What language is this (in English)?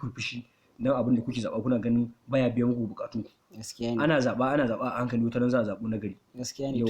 Hausa